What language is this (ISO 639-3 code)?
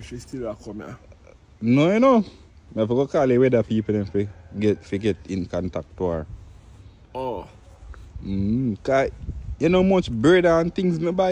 jam